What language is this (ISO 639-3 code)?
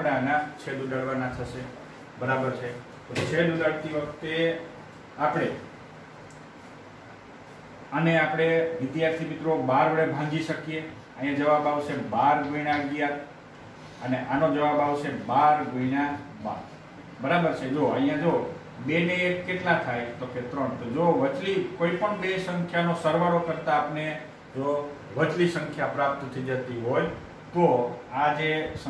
guj